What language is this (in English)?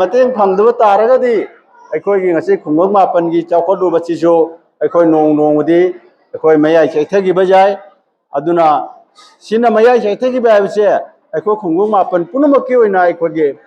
Manipuri